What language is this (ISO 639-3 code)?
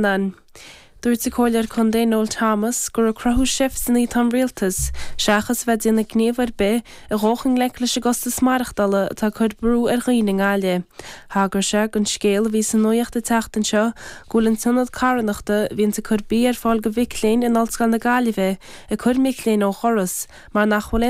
gle